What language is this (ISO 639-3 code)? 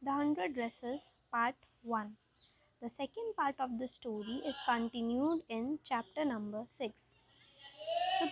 eng